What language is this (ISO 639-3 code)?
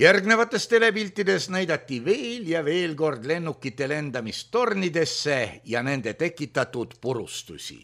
est